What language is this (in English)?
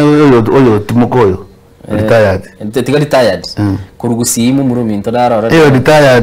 Gusii